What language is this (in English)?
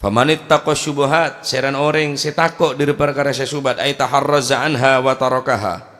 Madurese